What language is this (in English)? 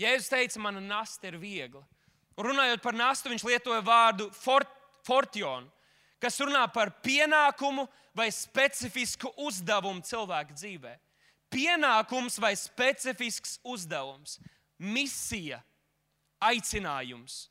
Latvian